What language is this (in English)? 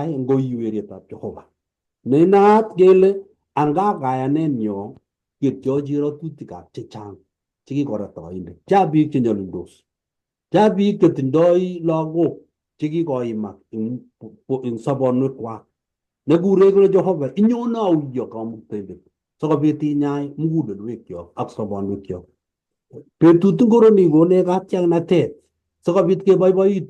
Kalenjin